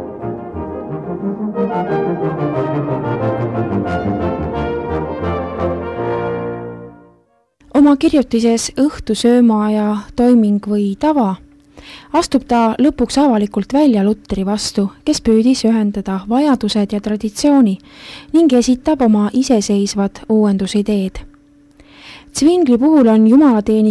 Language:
Estonian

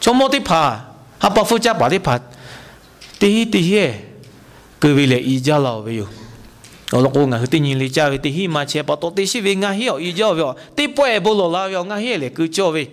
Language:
Lahu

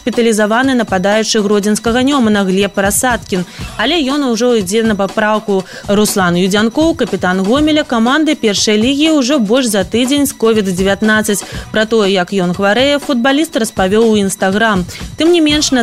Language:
Belarusian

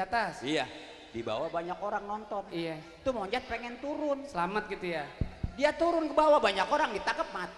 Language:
Betawi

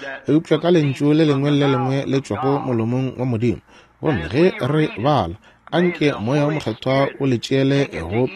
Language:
Northern Sotho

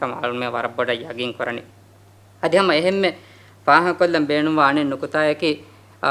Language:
Divehi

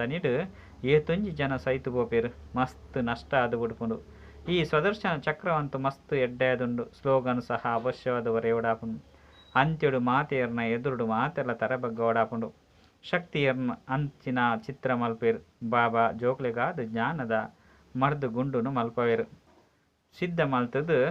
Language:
Tulu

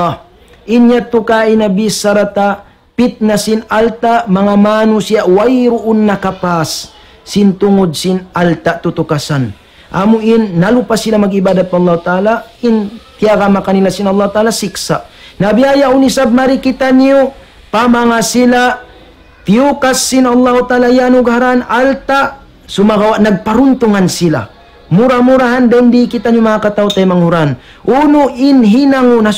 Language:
Tausug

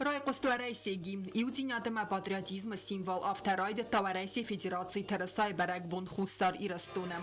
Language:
Ossetic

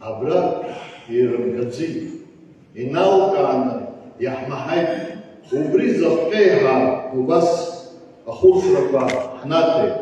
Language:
Abkhazian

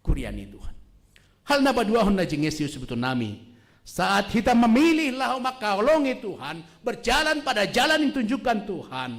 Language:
Batak Simalungun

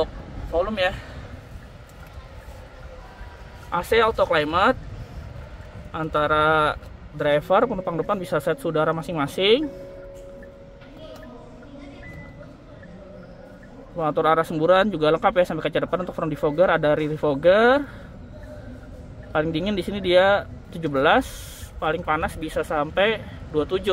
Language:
Indonesian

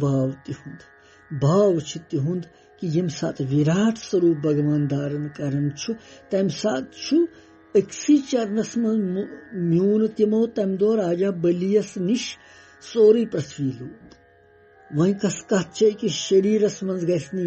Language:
Kashmiri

